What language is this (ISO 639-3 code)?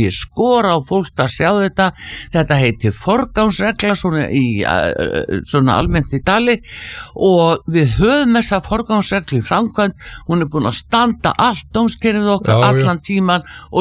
isl